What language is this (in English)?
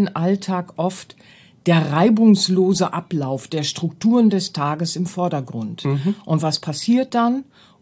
German